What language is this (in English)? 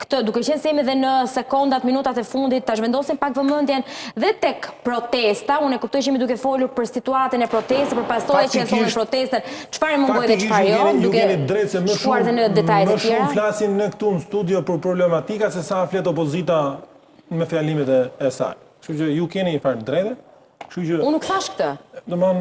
Albanian